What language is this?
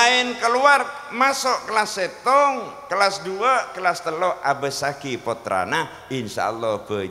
Madurese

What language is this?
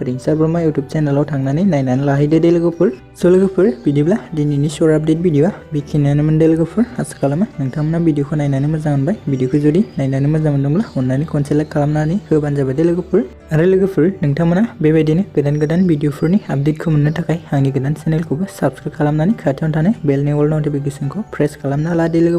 Bodo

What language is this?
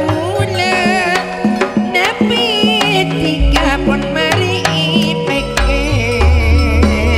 Madurese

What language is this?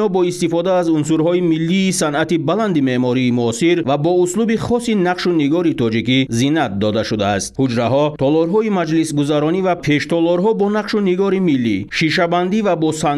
Tajik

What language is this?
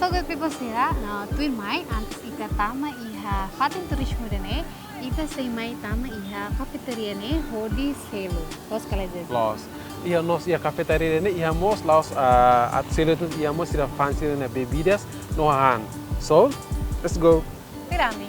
Tetum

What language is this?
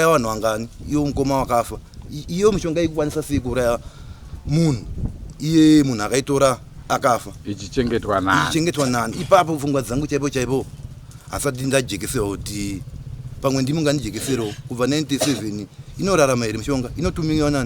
Shona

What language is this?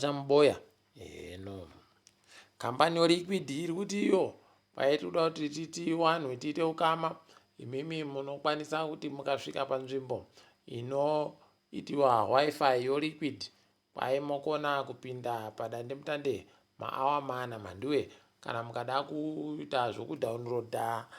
Ndau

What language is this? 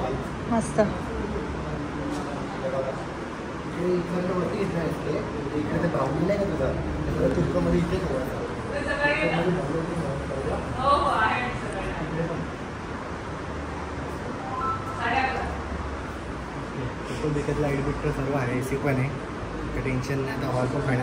Marathi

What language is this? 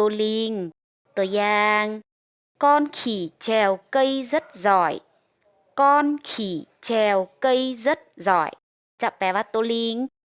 Lao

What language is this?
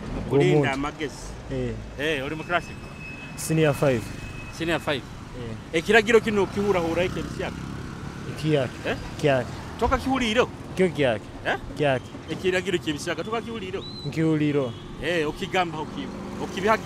Nyoro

